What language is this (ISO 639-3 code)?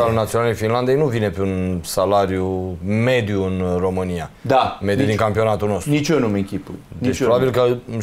ron